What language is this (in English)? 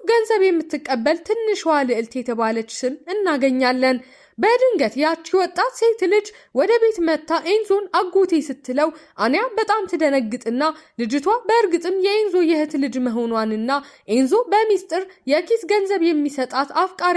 Amharic